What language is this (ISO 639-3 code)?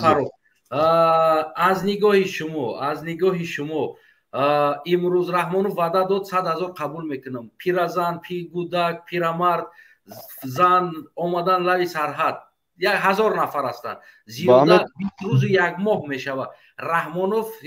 tgk